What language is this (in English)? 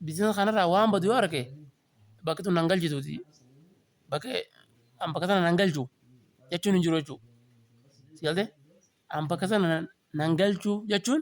Oromo